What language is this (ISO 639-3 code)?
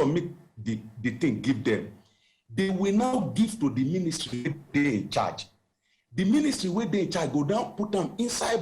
pcm